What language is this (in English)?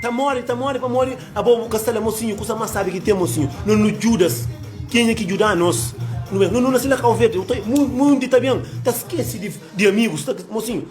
Kabuverdianu